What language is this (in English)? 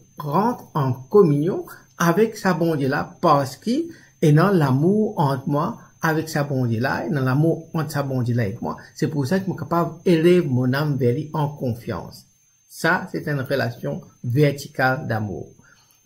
Morisyen